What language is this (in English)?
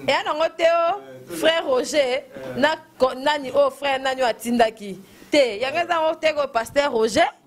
Lingala